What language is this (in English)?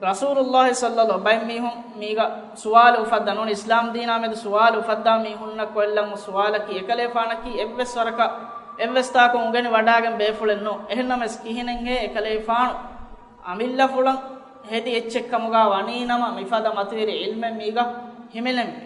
Divehi